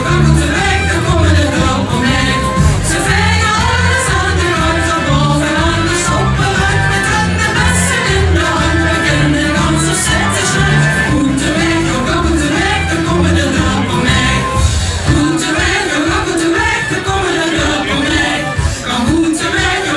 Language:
Limburgish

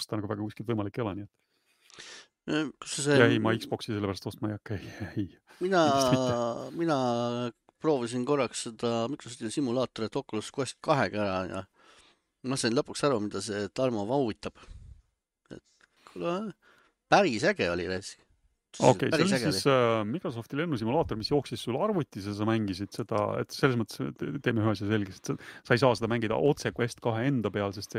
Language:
Estonian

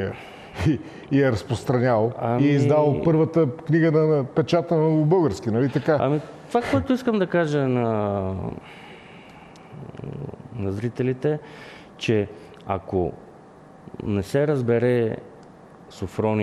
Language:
Bulgarian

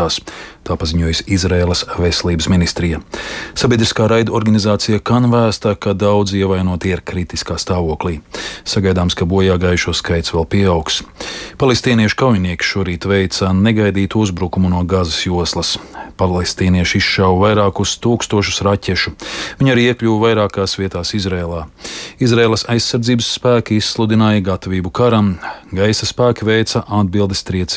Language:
Latvian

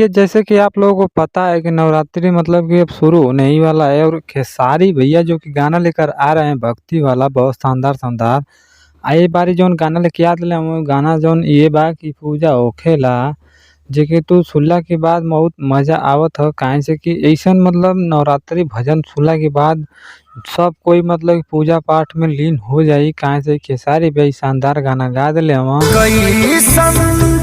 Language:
Bhojpuri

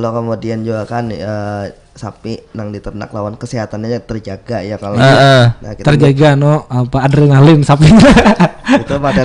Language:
Banjar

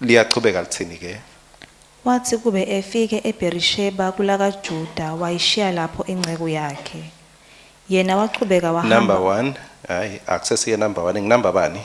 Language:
Swati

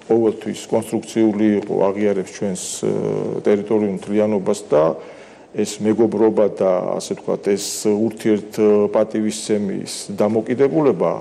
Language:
Georgian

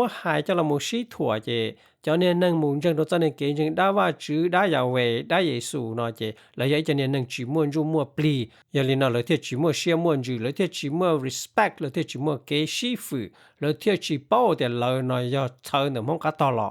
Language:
Hmong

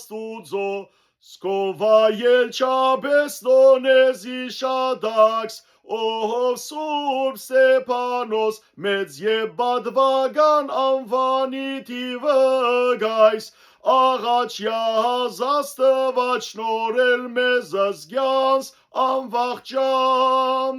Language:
Western Armenian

